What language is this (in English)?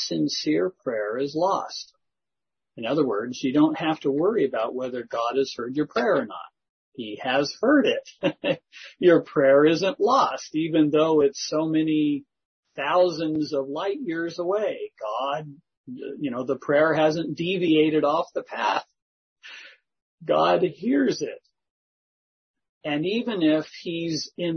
English